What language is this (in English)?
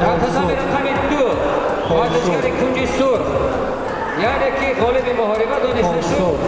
Tajik